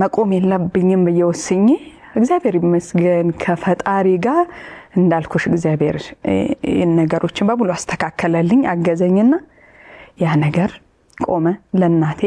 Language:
Amharic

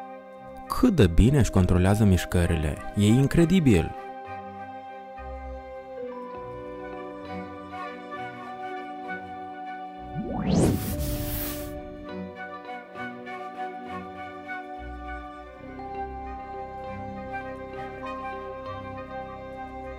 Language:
Romanian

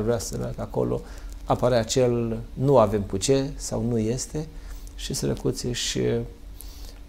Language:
Romanian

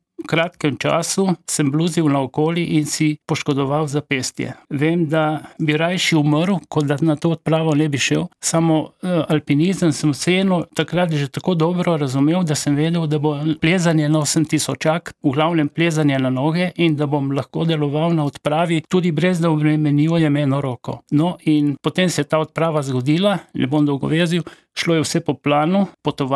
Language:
Slovenian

